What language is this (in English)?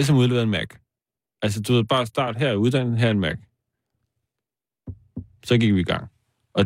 Danish